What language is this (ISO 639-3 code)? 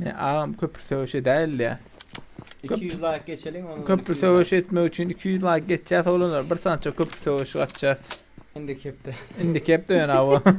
tuk